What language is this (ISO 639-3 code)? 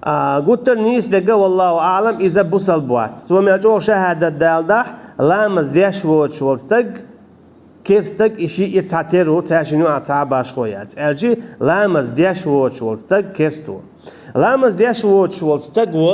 che